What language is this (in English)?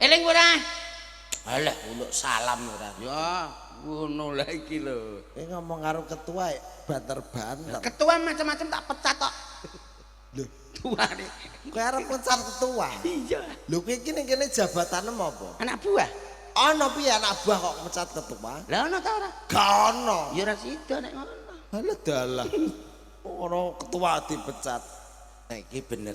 Javanese